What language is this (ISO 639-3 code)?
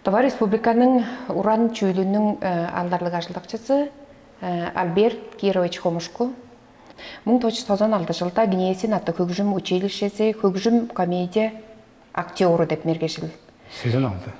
tyv